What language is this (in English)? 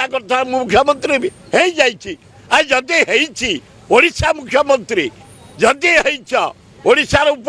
Odia